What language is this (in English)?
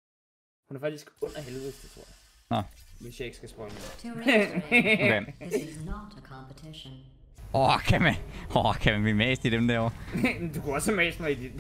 Danish